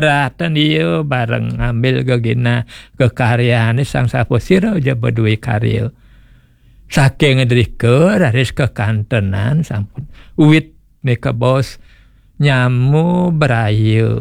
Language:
Balinese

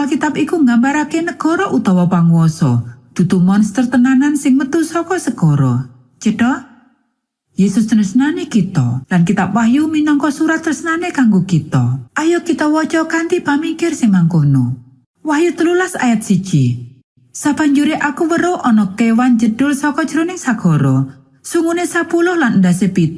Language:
Javanese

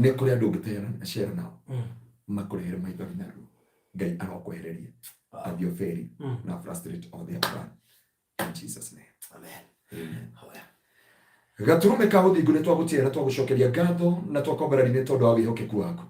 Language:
Kikuyu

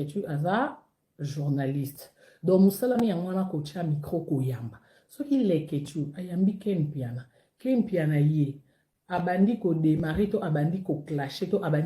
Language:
Lingala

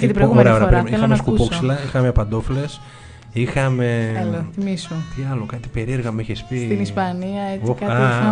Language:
Greek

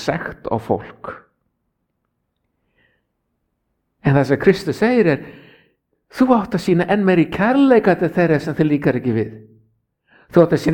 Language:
Icelandic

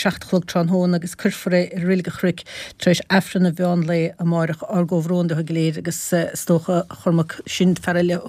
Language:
Irish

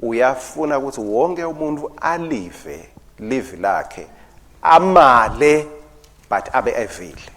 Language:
Swati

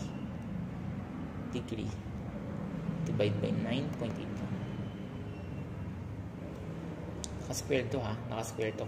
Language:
Filipino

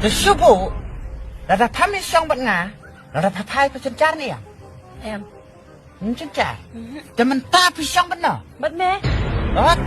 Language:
Khasi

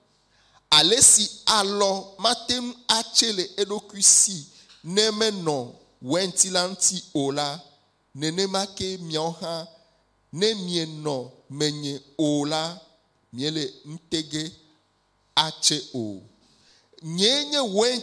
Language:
Ewe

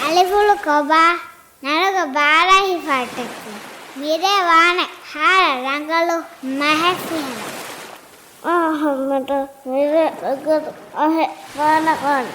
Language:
Divehi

